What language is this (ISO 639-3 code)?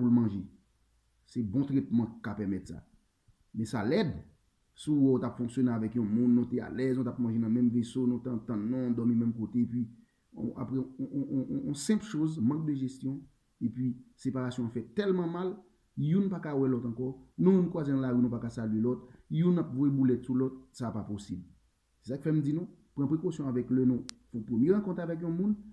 hat